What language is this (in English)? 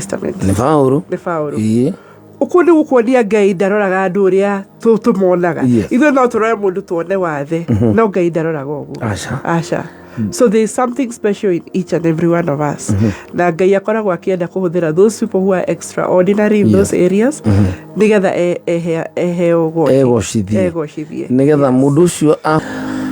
Kikuyu